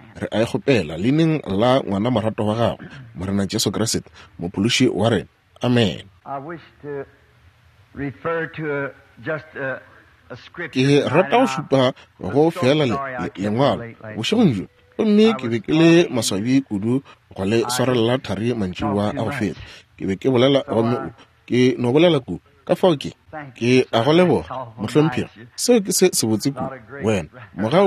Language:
Northern Sotho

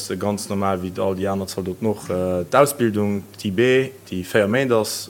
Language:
Luxembourgish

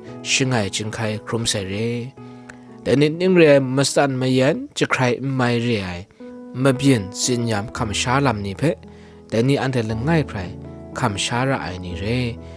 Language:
Kachin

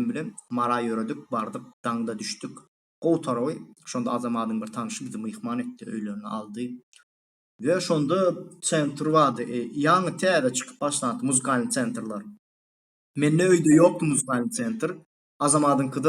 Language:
Turkmen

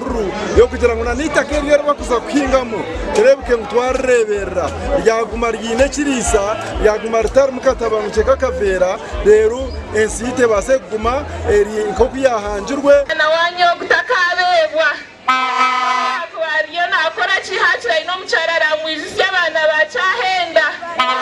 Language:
Nyankole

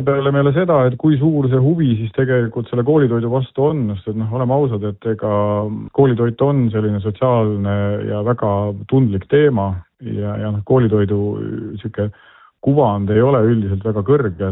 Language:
Estonian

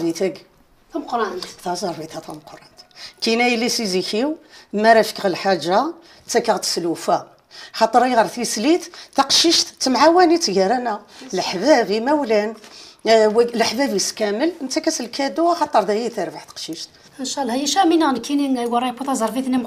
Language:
Kabyle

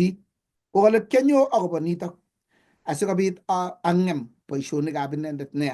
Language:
Kalenjin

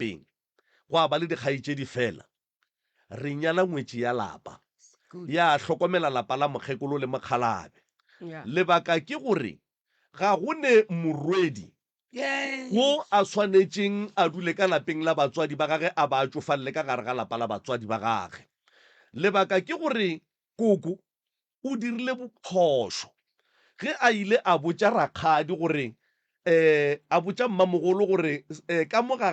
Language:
Northern Sotho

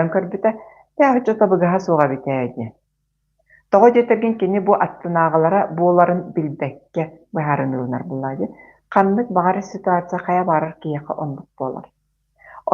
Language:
Yakut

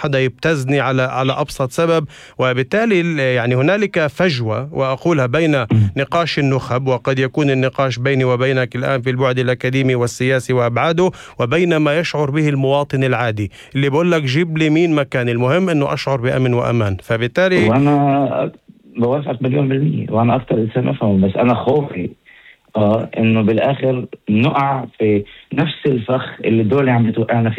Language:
North Levantine Arabic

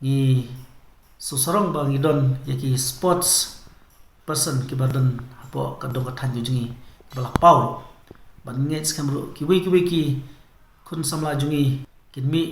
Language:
Khasi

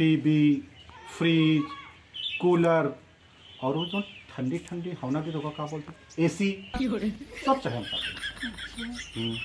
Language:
Awadhi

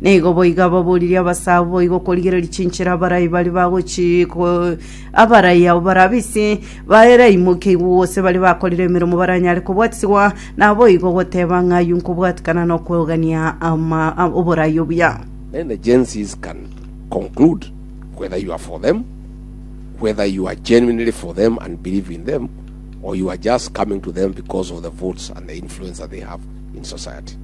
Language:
Gusii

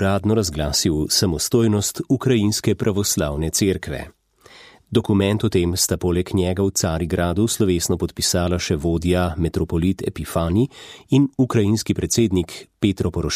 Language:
Slovenian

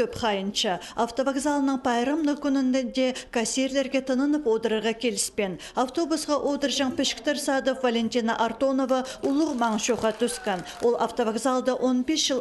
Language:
Khakas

